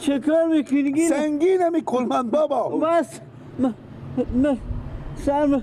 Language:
Persian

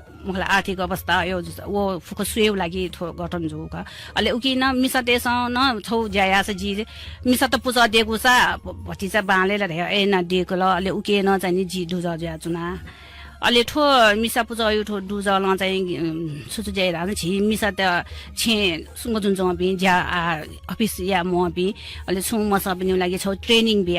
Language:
Newari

